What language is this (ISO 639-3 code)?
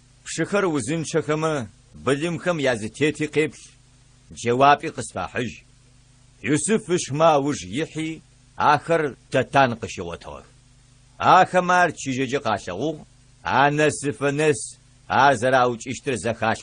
ady